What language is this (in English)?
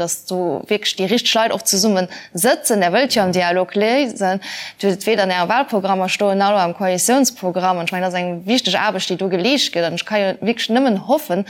Luxembourgish